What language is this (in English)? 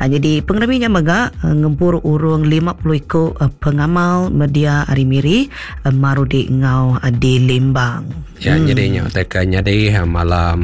Iban